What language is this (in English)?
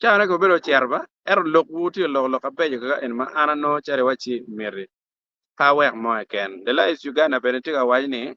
Acoli